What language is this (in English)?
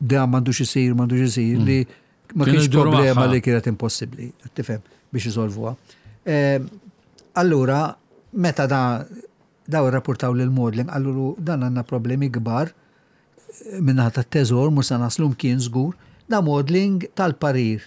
Maltese